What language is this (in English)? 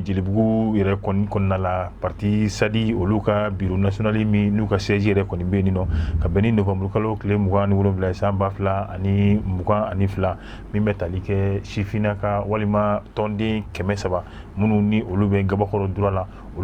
Bambara